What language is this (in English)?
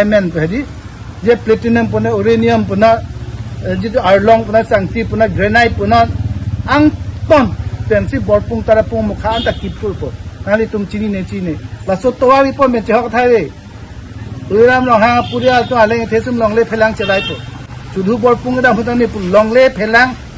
Karbi